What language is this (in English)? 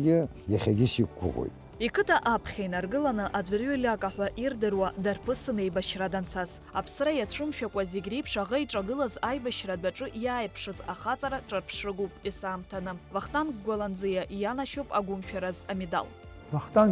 Abkhazian